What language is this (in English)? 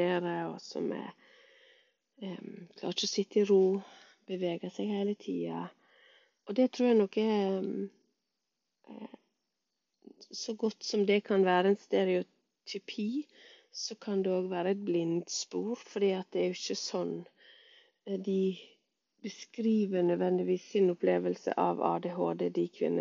Norwegian